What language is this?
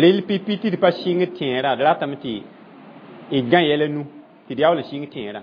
Mossi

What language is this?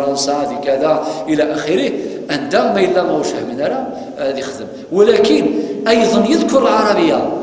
Kabyle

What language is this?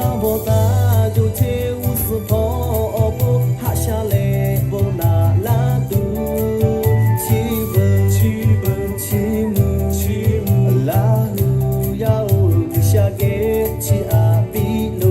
Lahu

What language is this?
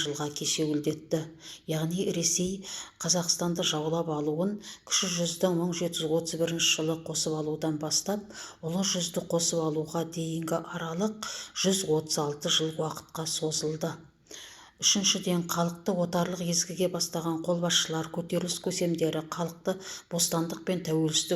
Kazakh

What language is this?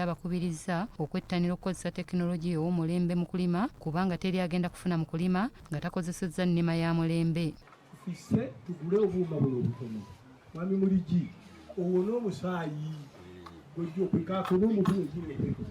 Ganda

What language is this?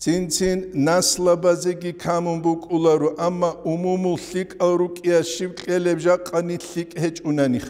Avaric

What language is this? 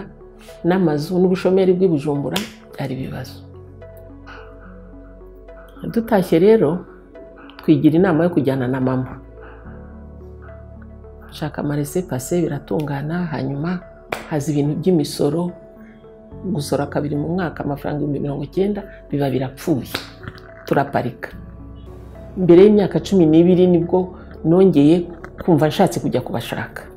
Kinyarwanda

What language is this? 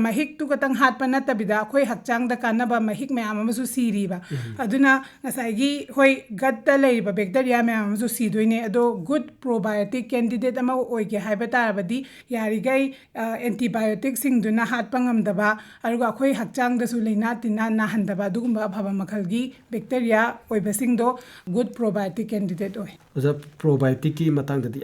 Manipuri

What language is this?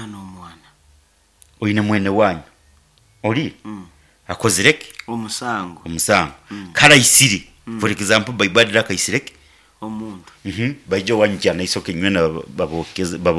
Nyankole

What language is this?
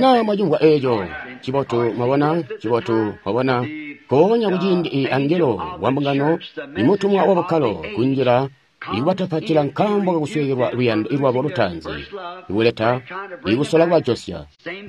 Tonga (Zambia)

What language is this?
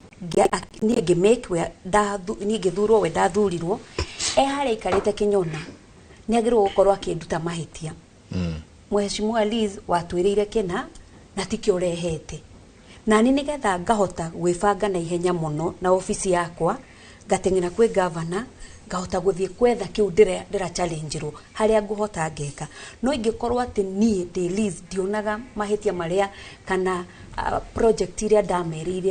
Kikuyu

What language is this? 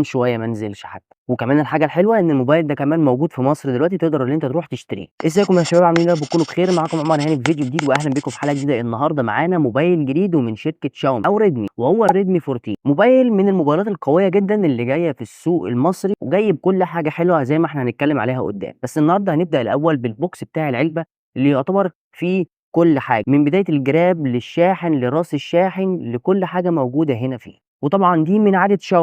Egyptian Arabic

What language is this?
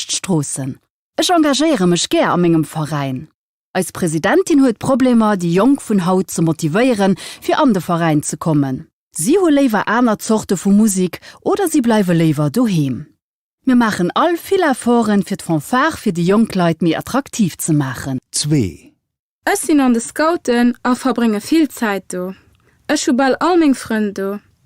Luxembourgish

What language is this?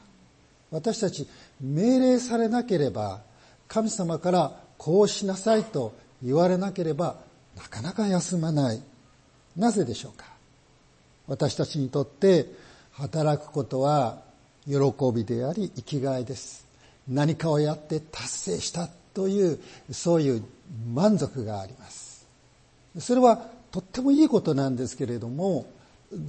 Japanese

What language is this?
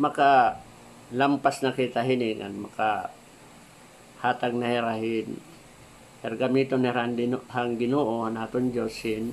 Waray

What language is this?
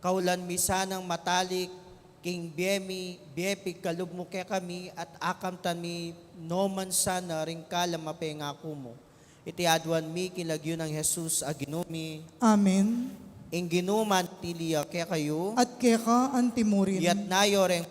Pampanga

